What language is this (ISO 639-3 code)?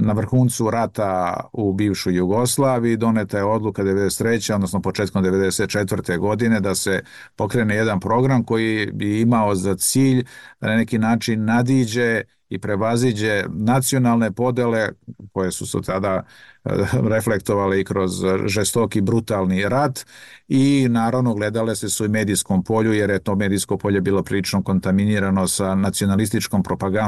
bos